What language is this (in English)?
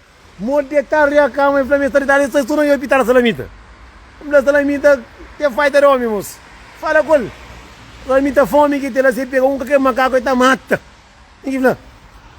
Kabuverdianu